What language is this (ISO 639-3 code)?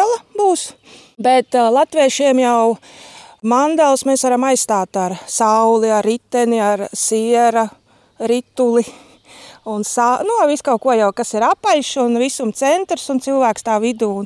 lav